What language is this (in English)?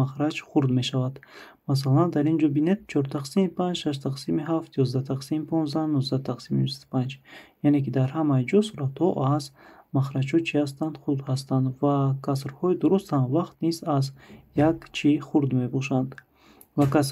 Tajik